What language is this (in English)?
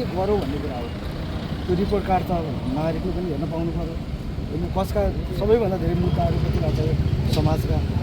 Nepali